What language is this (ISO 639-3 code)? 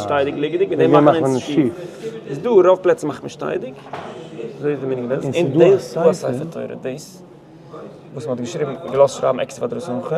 yid